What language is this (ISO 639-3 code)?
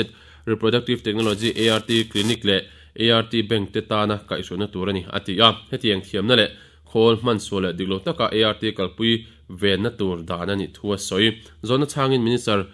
lus